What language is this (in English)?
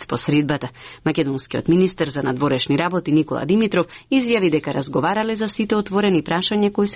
Macedonian